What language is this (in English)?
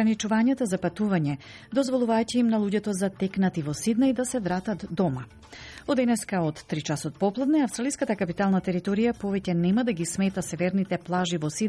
Macedonian